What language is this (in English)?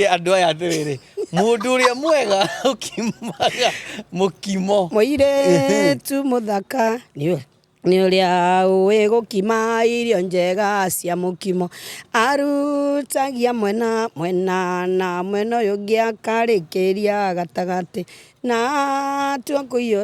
Kikuyu